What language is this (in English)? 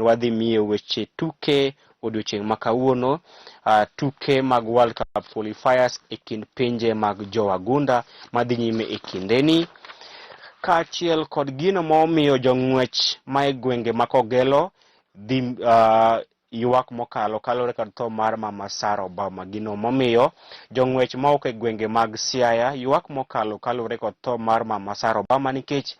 Luo (Kenya and Tanzania)